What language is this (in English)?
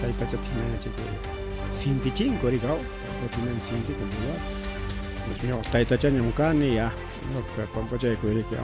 Ayacucho Quechua